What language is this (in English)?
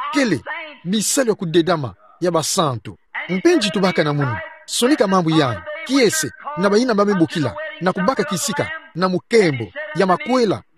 Kituba (Democratic Republic of Congo)